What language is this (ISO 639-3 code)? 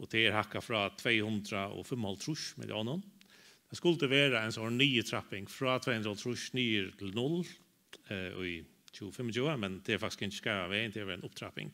fao